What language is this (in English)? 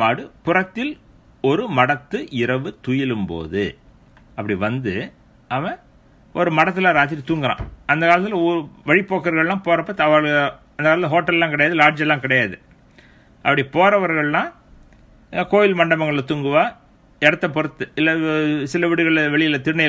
Tamil